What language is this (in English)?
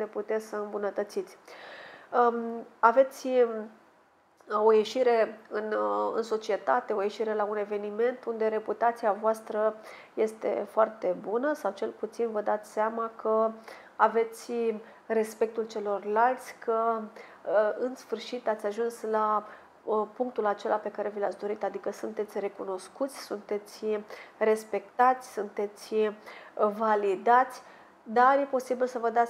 Romanian